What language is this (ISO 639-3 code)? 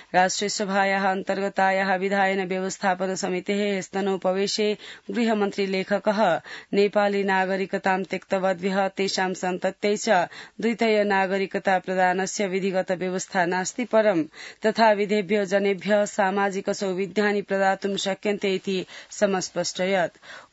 san